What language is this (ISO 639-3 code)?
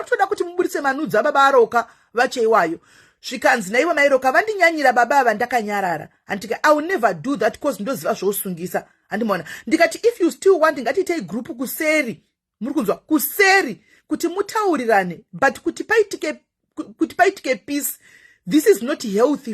sna